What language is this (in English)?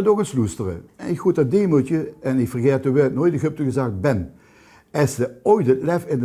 Limburgish